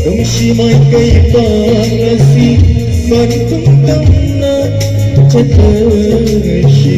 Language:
Manipuri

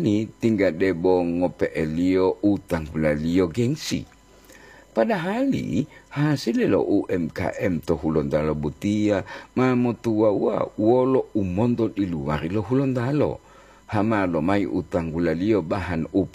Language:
Gorontalo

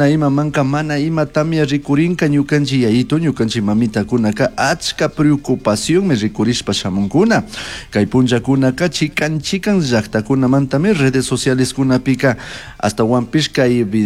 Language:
Chimborazo Highland Quichua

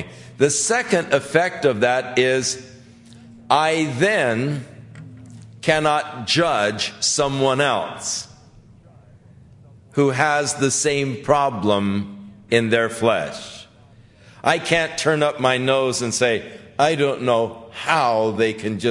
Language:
English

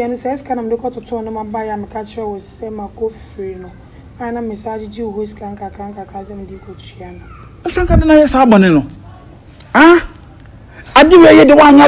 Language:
Akan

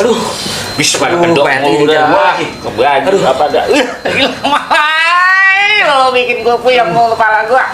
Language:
Betawi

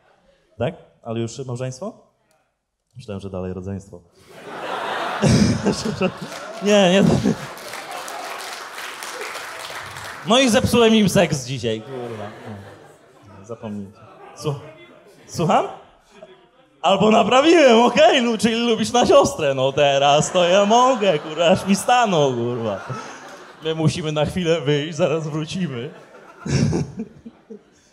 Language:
Polish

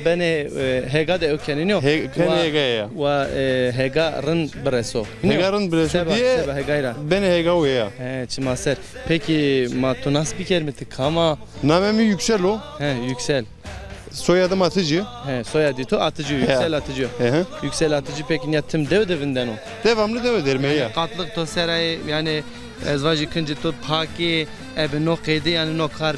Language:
Zaza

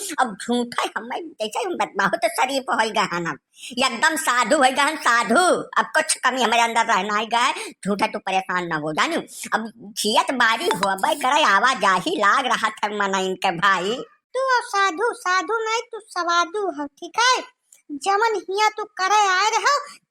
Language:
Awadhi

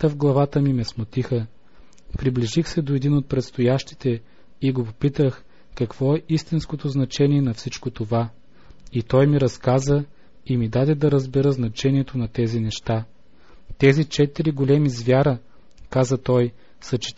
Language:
Bulgarian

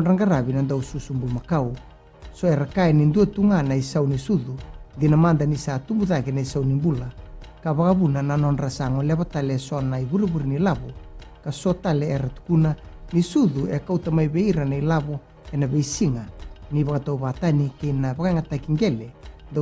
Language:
Fijian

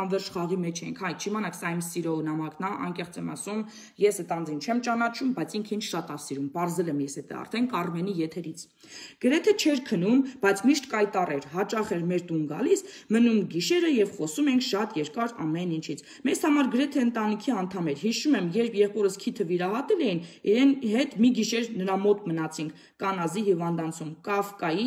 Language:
Armenian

